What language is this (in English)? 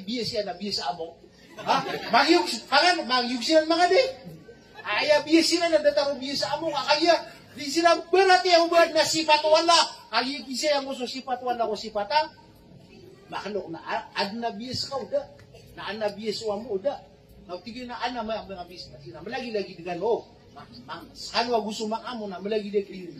Maranao